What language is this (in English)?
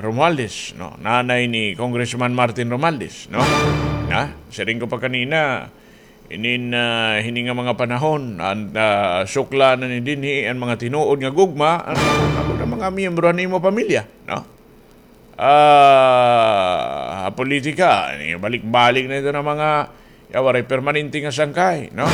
Waray